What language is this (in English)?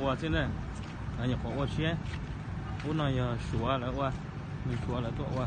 Hmong